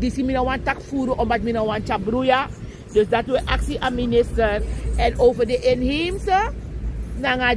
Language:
Sranan Tongo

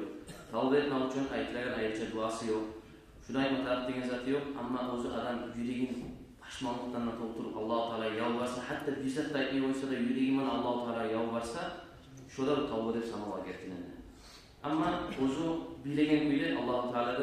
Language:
Kumyk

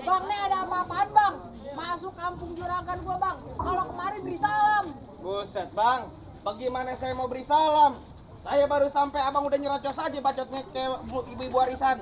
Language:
Betawi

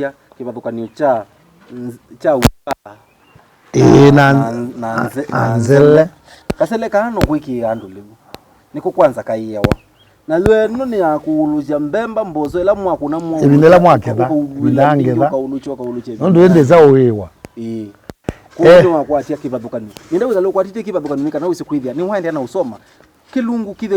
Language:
Kamba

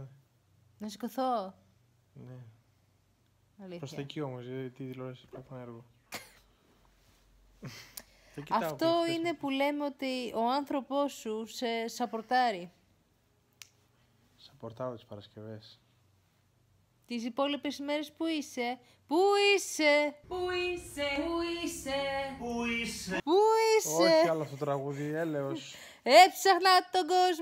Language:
Greek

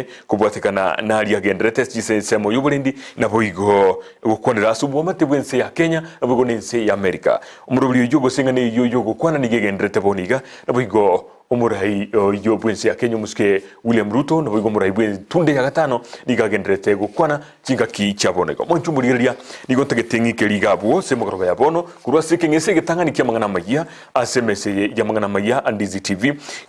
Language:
Gusii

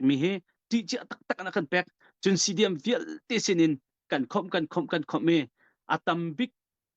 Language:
Hakha Chin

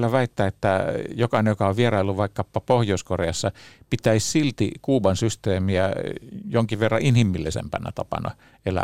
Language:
Finnish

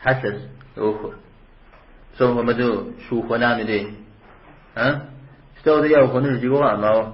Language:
Kabardian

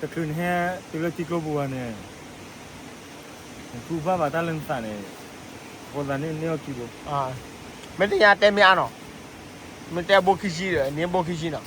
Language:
S'gaw Karen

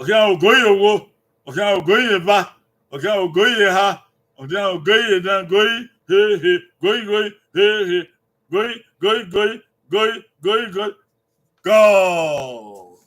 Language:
Bini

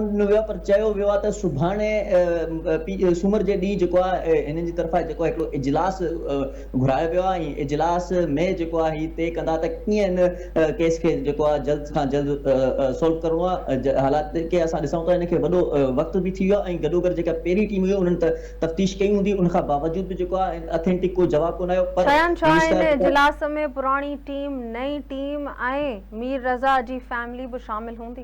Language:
Sindhi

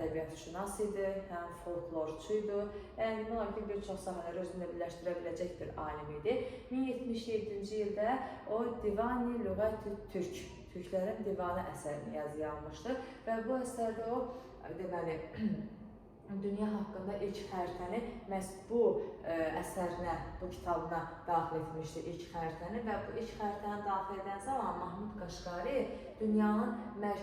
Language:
Azerbaijani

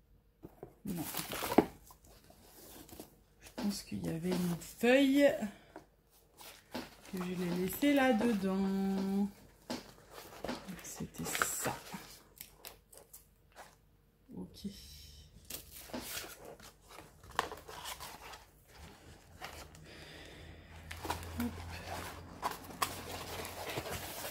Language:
French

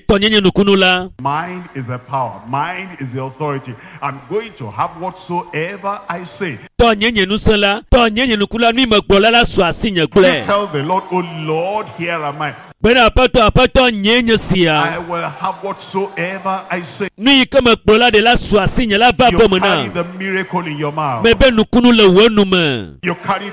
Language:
Ewe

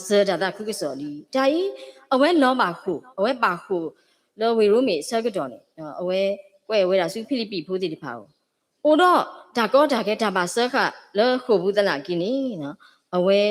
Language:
S'gaw Karen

